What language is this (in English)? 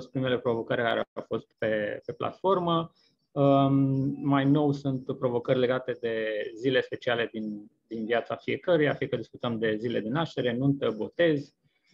Romanian